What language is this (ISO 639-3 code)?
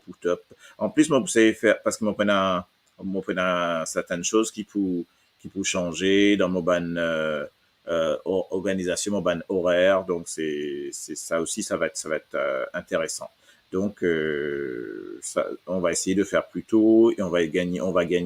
mfe